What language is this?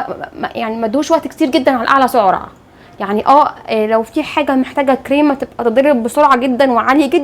Egyptian Arabic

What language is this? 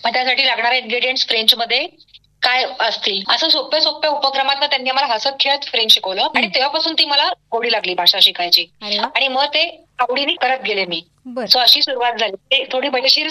Marathi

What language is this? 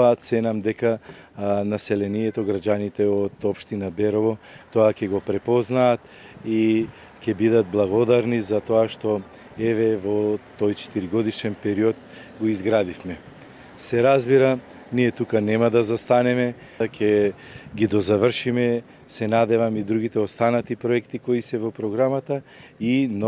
Macedonian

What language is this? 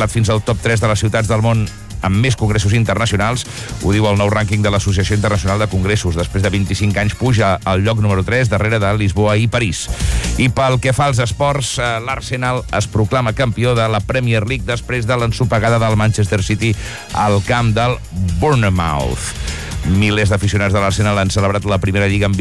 Catalan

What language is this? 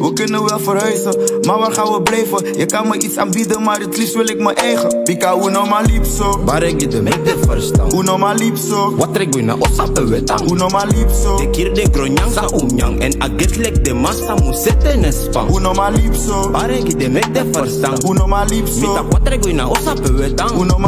Dutch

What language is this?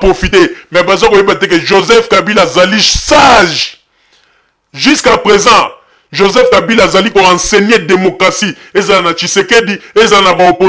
Lingala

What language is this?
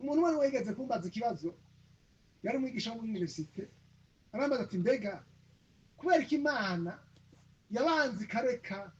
Rundi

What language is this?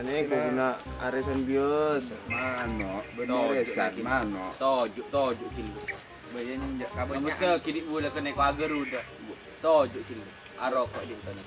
Madurese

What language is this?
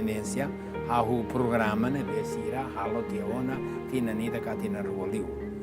Tetum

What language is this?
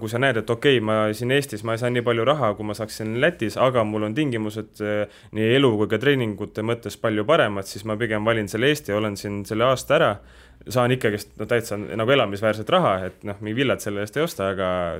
Estonian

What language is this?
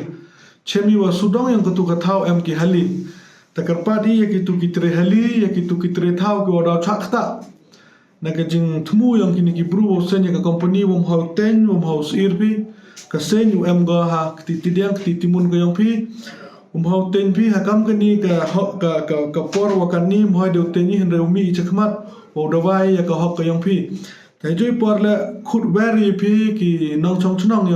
Pnar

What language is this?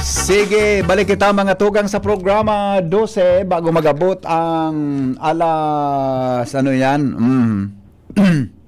Bikol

